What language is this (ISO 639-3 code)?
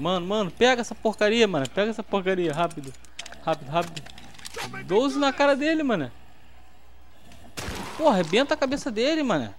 por